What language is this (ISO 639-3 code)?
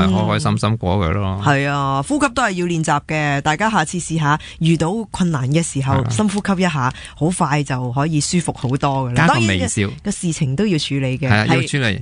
yue